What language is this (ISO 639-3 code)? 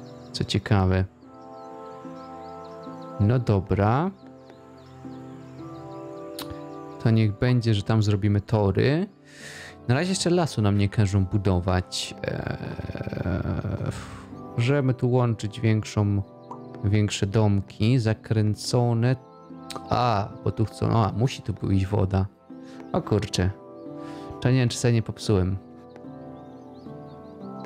pol